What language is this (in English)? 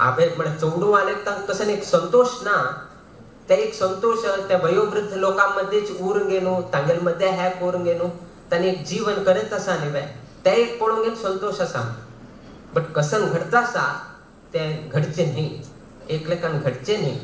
Konkani